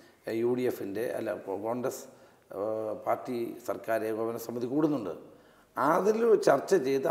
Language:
Malayalam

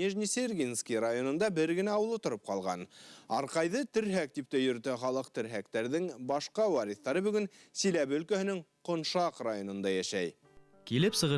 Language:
Bashkir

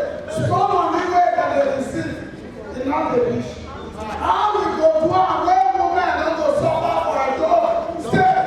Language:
Nigerian Pidgin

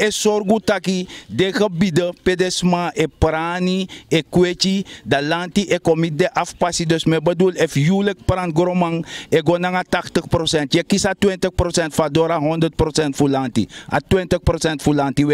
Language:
Sranan Tongo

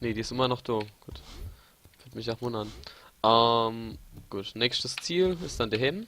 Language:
Palatine German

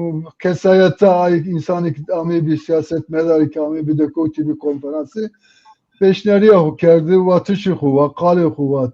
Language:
Zaza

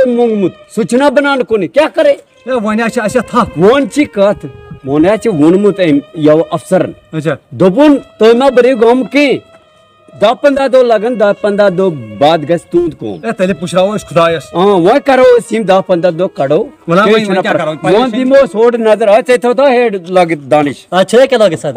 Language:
Kashmiri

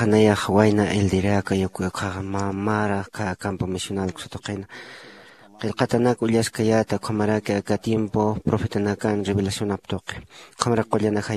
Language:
Aymara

